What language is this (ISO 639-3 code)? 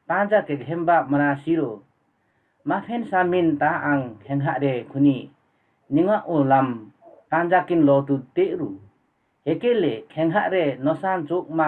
lif